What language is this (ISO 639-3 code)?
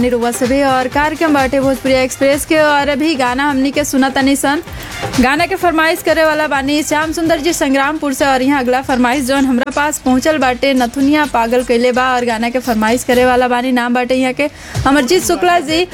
bho